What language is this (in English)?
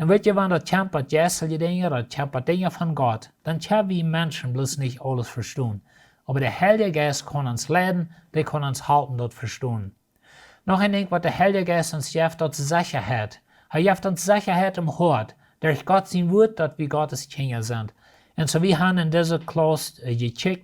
Plautdietsch